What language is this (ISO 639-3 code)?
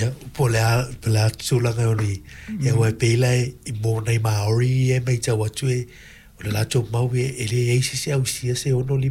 smo